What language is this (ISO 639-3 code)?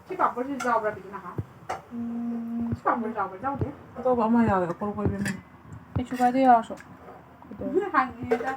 mni